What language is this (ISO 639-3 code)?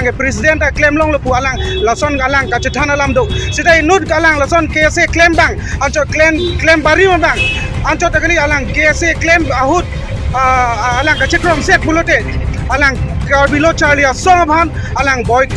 mjw